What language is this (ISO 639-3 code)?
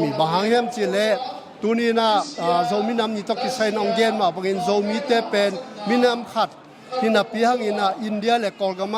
ctd